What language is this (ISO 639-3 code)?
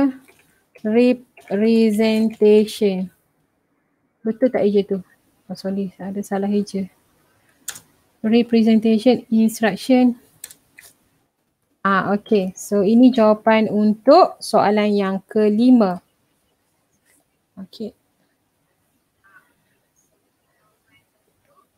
msa